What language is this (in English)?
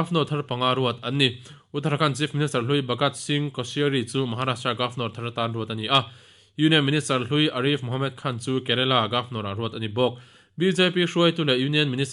Mizo